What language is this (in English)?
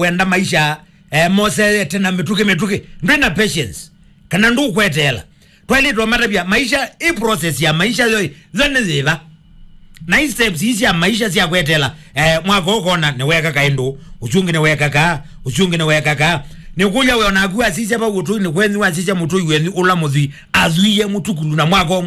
Kamba